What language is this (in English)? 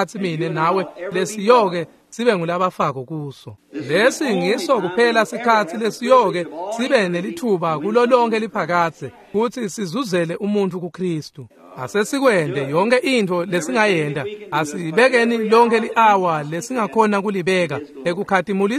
Swati